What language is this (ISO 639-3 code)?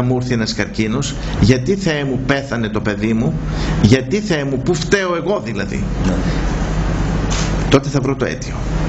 ell